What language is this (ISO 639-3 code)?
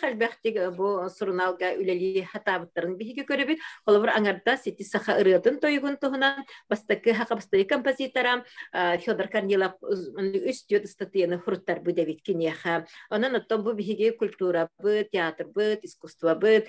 sah